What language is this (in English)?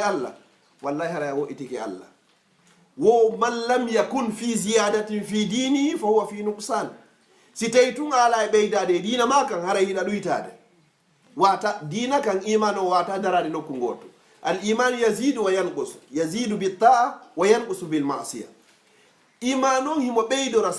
Fula